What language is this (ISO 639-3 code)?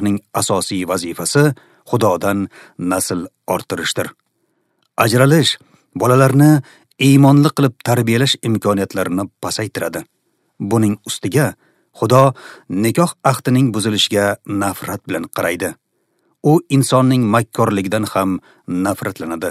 uzb